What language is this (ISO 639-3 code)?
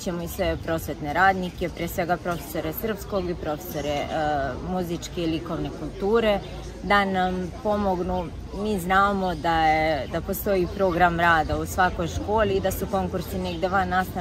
srp